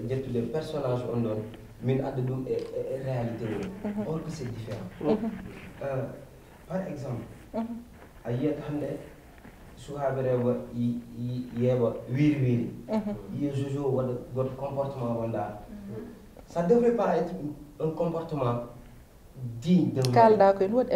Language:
Fula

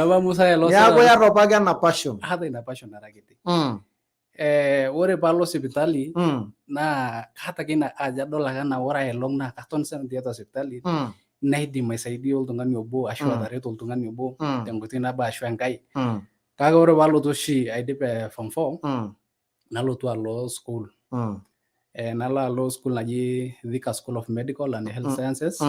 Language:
Masai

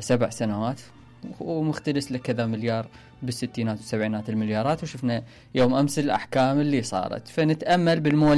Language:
Mesopotamian Arabic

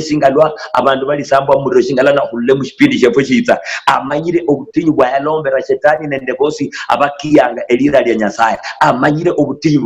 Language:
Luyia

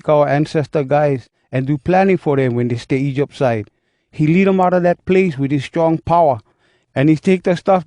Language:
Hawai'i Creole English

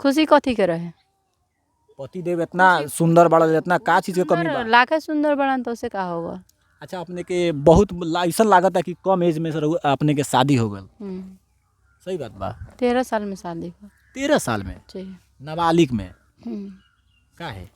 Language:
Bhojpuri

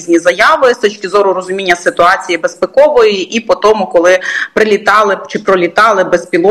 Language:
Ukrainian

